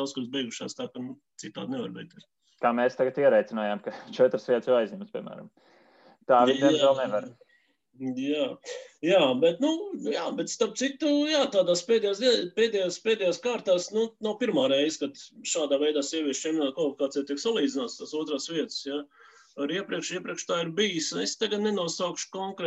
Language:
Latvian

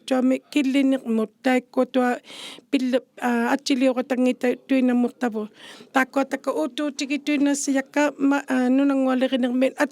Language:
Inuktitut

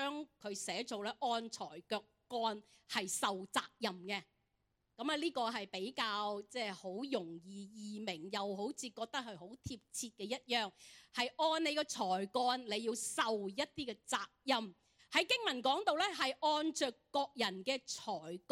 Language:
Cantonese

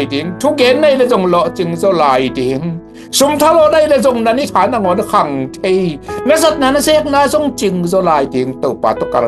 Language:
Tedim Chin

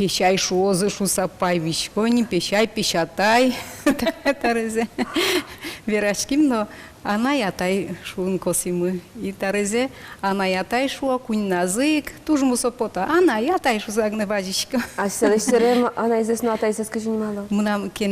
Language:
Udmurt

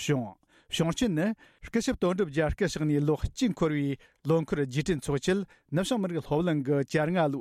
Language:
Tibetan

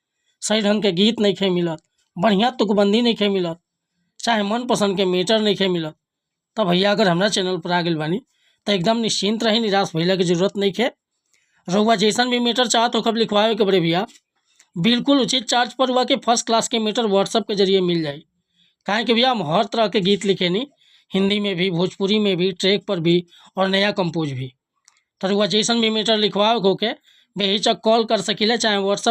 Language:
Bhojpuri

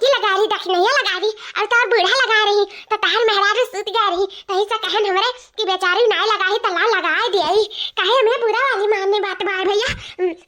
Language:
Awadhi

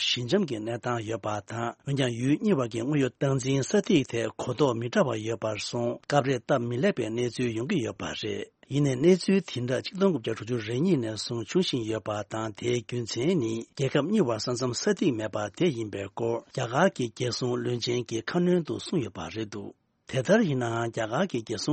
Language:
Tibetan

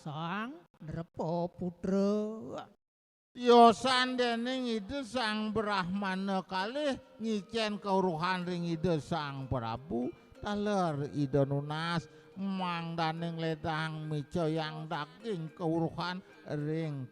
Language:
Balinese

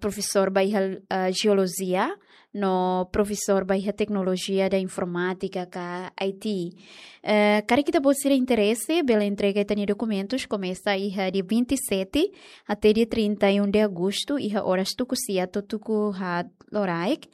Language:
Tetum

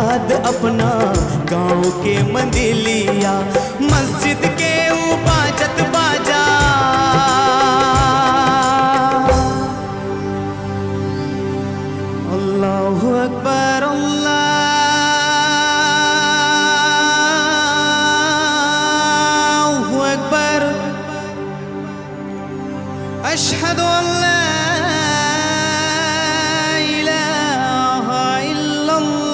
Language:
Bhojpuri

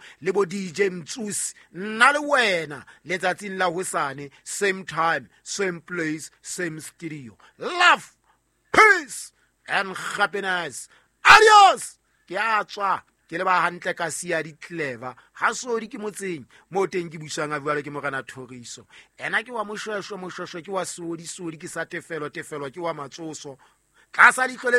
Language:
Southern Sotho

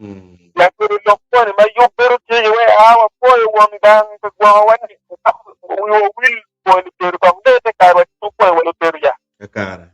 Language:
Acoli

